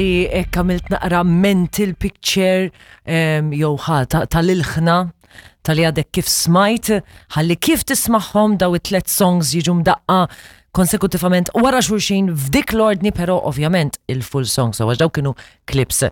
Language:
Maltese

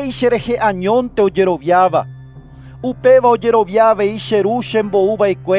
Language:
Guarani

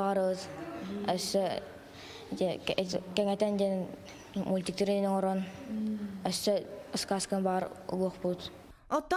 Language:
Yakut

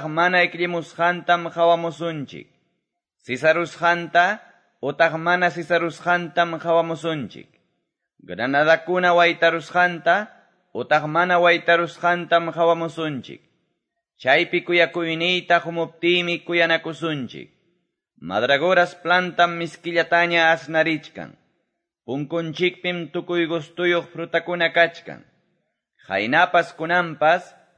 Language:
Quechua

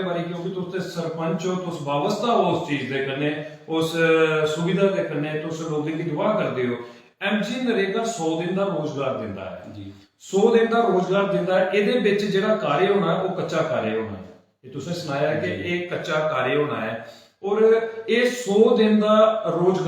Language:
Dogri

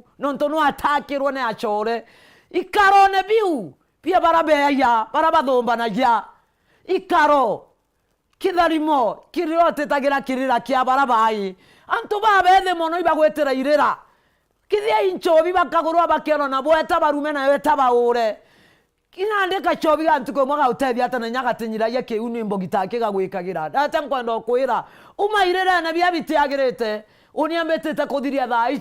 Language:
Meru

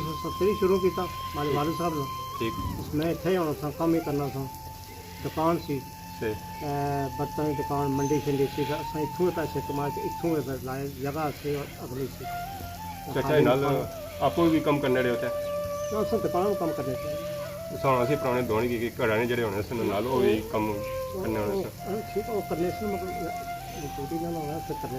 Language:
Pahari-Potwari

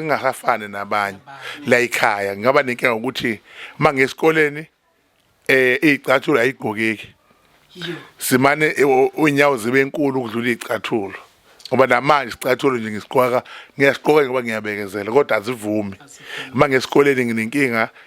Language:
Zulu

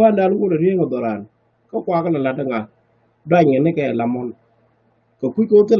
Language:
Nuer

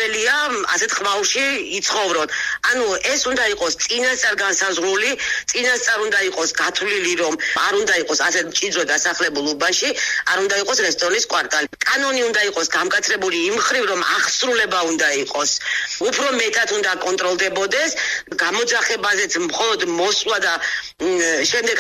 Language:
Georgian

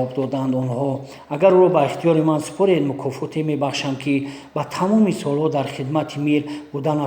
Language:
Tajik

